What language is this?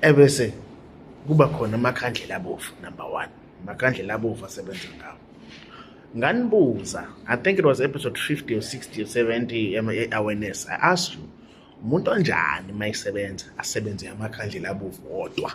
Zulu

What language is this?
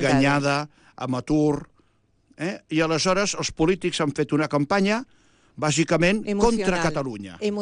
Catalan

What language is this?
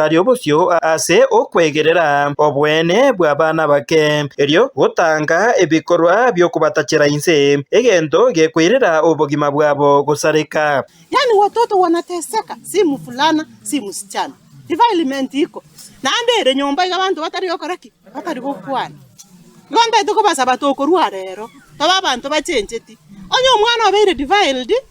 Gusii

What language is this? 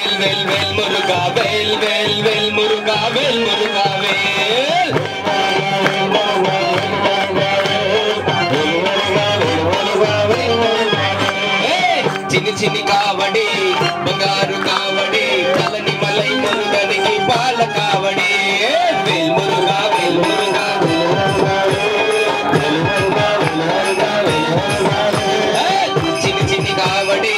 Telugu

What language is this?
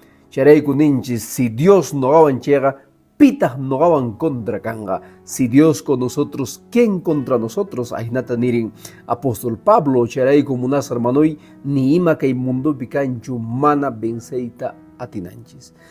Quechua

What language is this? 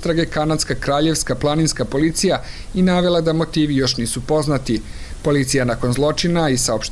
Serbian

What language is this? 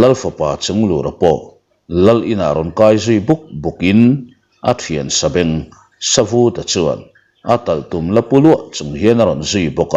Mizo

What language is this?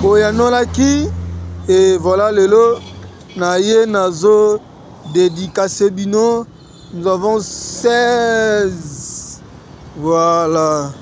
Lingala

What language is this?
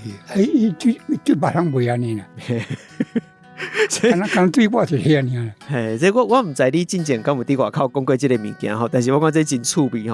Min Nan Chinese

